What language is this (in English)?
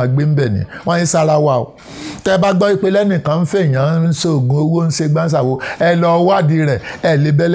Yoruba